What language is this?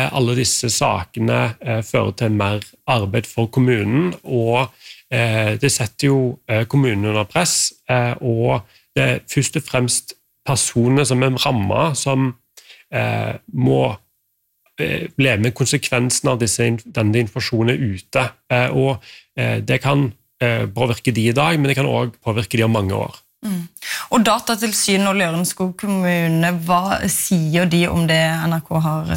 Norwegian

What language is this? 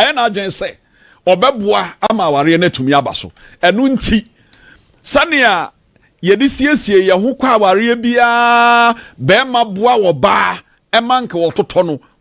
Akan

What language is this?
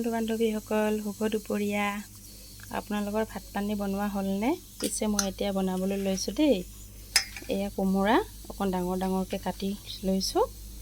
Assamese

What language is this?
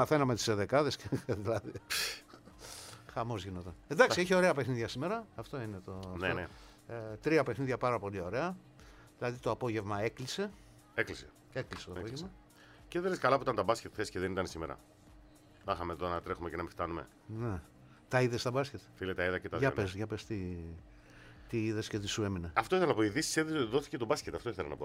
Greek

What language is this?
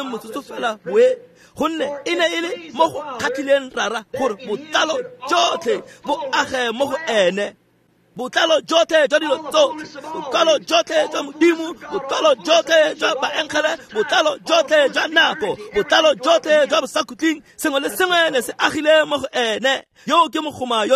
Tswana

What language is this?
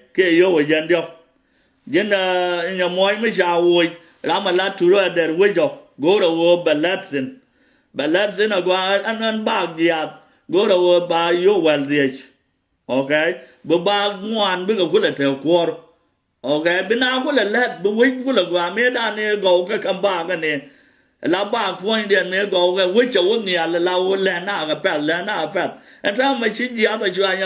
Nuer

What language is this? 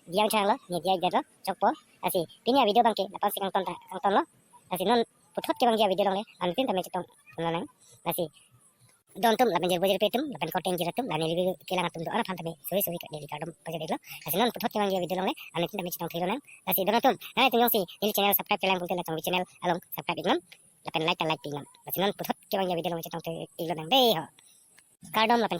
Karbi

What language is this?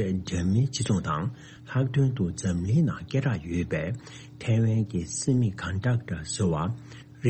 Tibetan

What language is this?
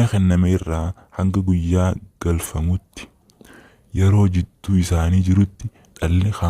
Oromo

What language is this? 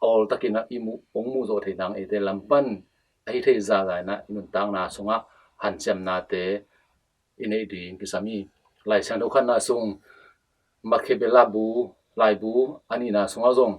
Tedim Chin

